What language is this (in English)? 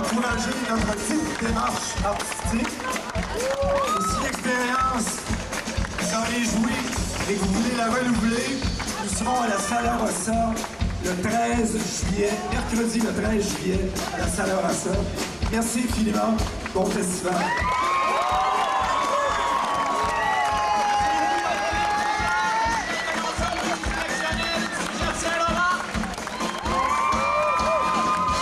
French